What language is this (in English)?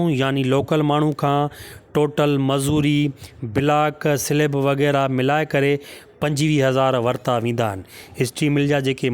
Sindhi